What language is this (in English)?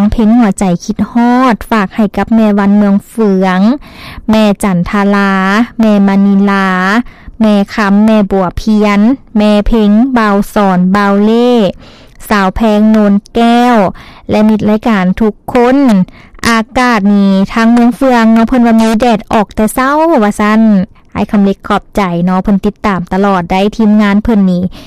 Lao